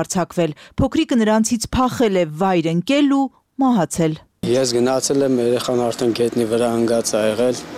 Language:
Armenian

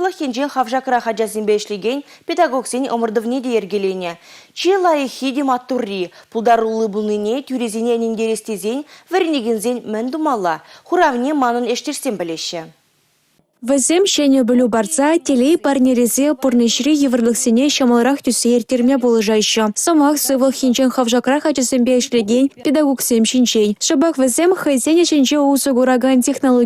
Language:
Chuvash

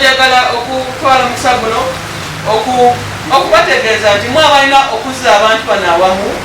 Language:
Ganda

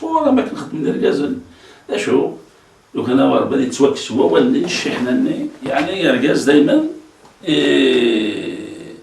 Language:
Kabyle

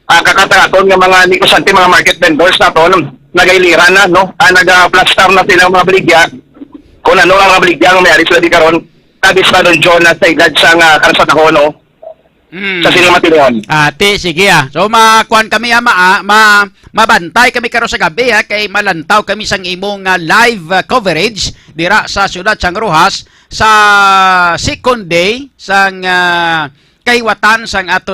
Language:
Hiligaynon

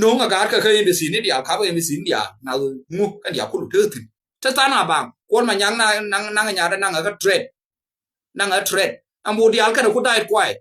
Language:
Nuer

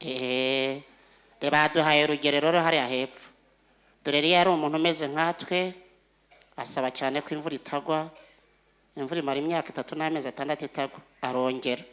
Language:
Kinyarwanda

